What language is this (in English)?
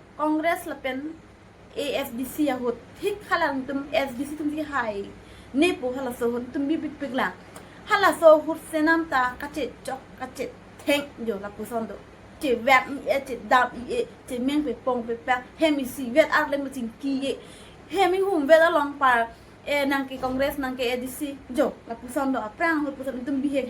Karbi